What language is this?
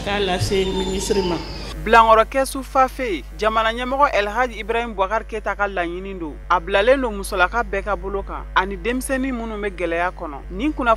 Bambara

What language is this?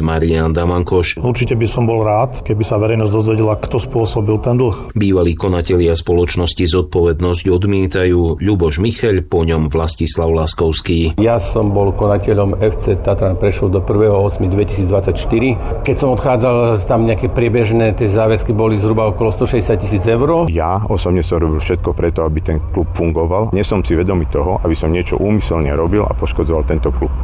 Slovak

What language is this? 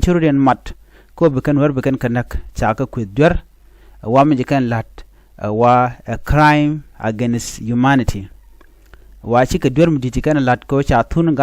Nuer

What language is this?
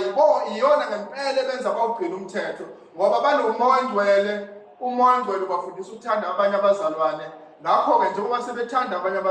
Zulu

